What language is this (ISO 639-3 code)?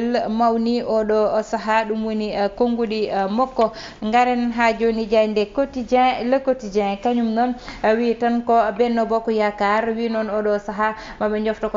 ful